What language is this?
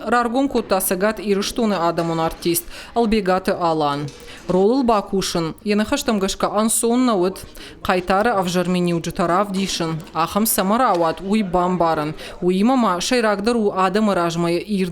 Ossetic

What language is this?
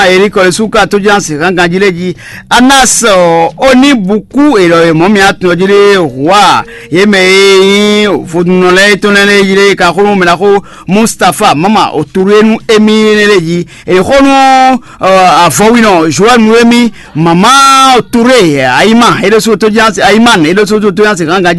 Fon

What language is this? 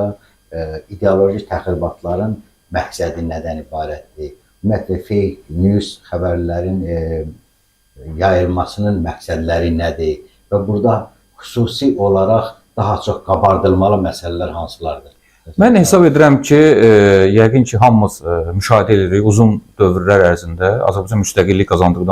Azerbaijani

